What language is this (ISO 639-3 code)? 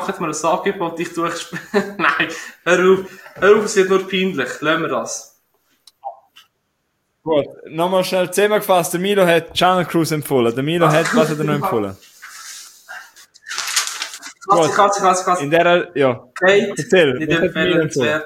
deu